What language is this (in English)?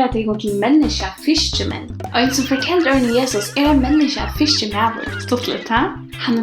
Faroese